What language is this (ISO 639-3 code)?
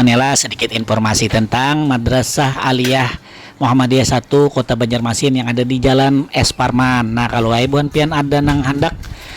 bjn